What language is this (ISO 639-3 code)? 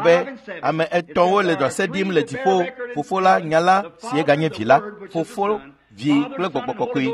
ewe